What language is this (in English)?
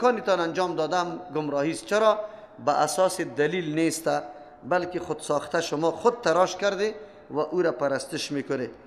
Persian